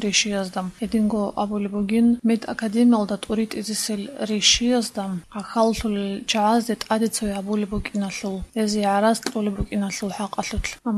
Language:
Avaric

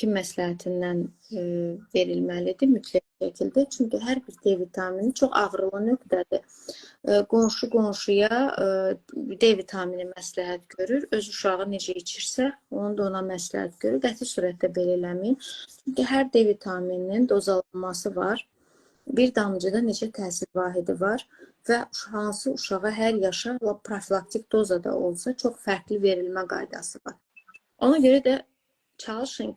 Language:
Azerbaijani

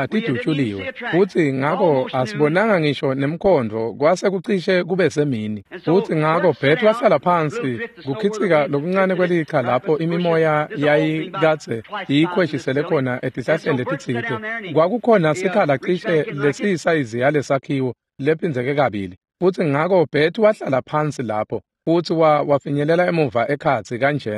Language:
Swati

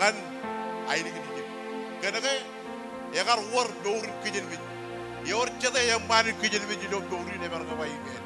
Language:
Marshallese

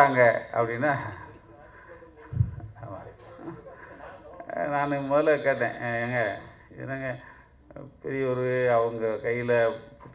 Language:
Tamil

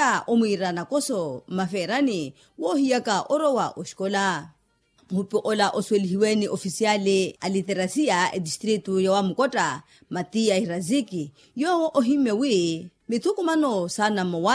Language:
Makhuwa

